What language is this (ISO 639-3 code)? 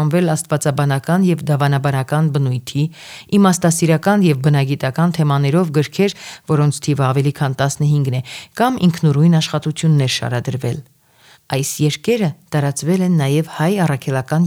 hye